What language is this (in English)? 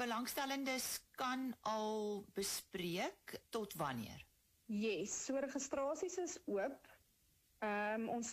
Afrikaans